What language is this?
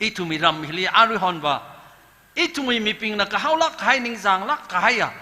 Tangkhul Naga (India)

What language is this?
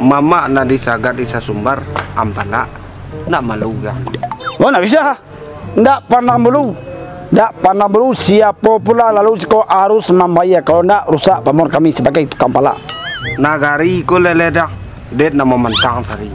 Minangkabau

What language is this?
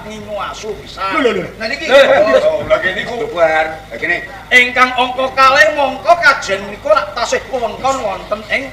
Javanese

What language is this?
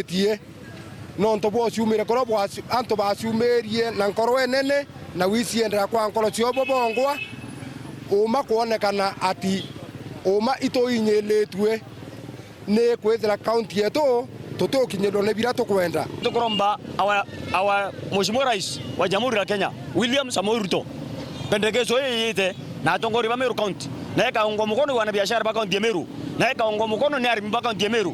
Meru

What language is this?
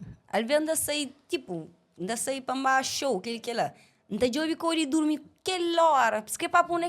Kabuverdianu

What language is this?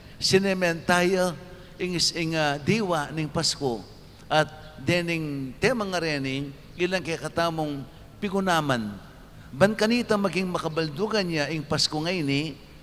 Pampanga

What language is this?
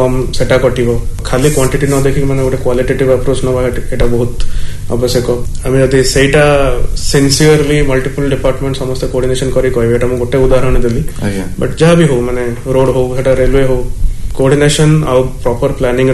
Odia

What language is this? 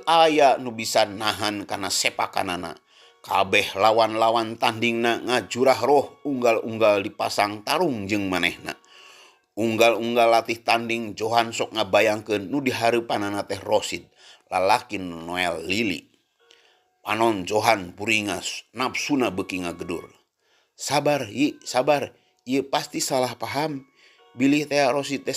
Sundanese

